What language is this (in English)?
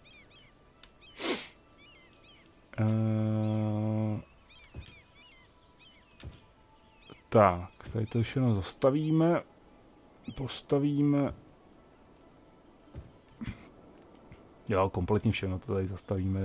Czech